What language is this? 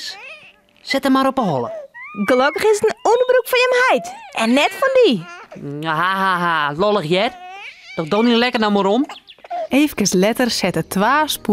Western Frisian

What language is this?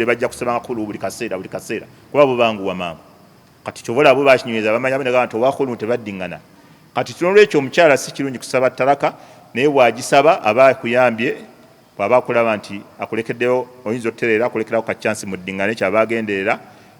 Ganda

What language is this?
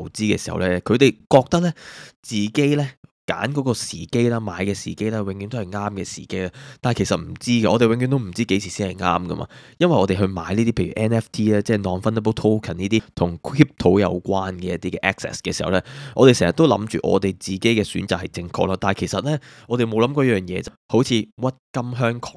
Cantonese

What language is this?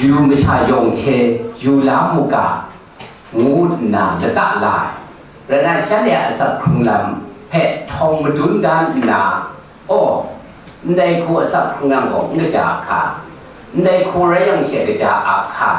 Kachin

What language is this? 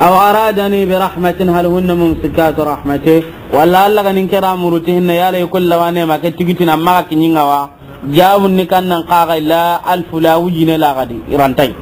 Soninke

